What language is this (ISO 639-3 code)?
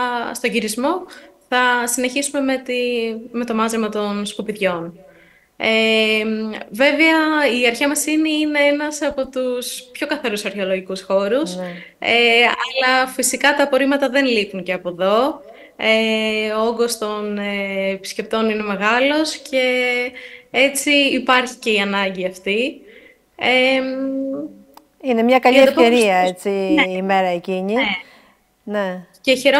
ell